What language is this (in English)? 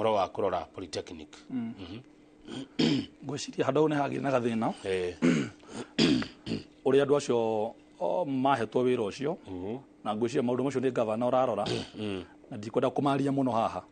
Kikuyu